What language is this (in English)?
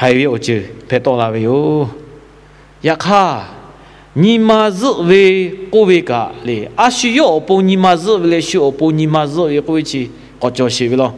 Lahu